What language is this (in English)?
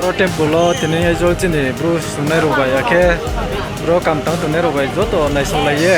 Riang (India)